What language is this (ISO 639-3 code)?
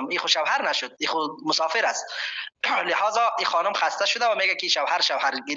fas